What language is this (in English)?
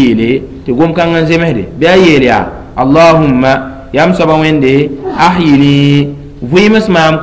Mossi